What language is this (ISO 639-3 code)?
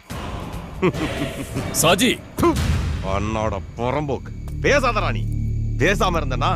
tam